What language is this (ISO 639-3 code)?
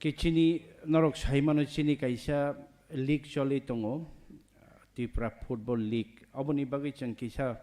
trp